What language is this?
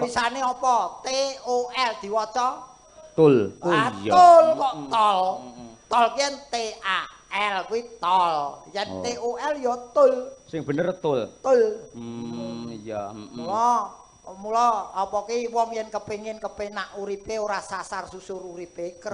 Javanese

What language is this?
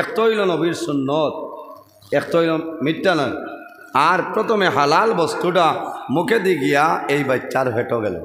Sylheti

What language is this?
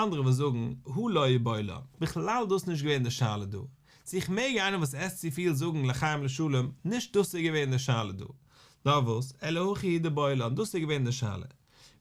Yiddish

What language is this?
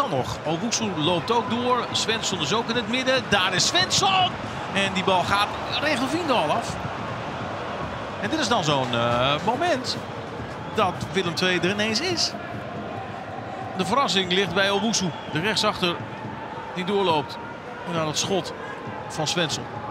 Dutch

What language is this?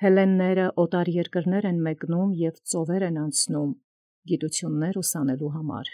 Armenian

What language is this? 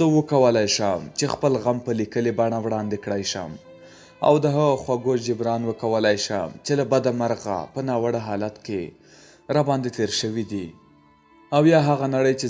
Pashto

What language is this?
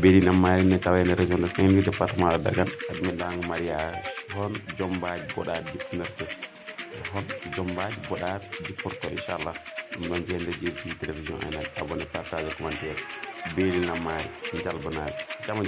Fula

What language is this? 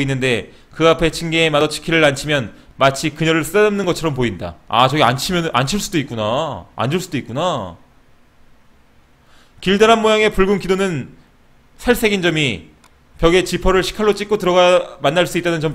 Korean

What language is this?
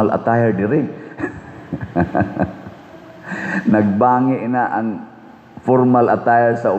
Cebuano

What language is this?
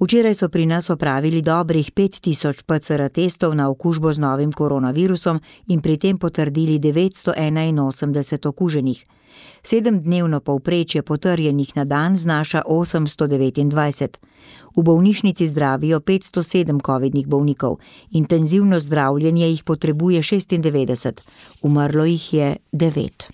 Slovenian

